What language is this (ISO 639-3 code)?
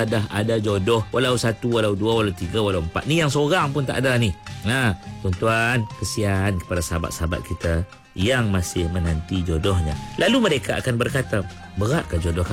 msa